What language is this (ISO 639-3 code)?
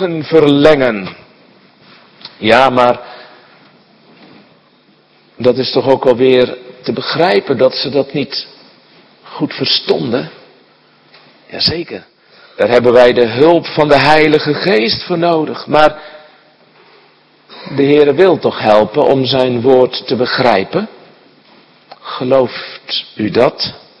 nld